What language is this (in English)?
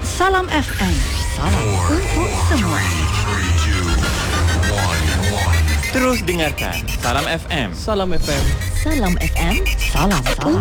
Malay